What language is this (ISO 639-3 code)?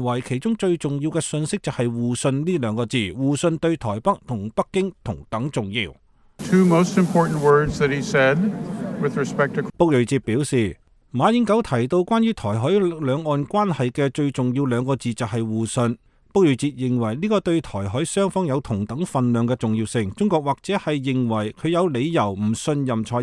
yue